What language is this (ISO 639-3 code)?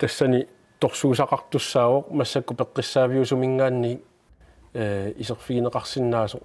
kal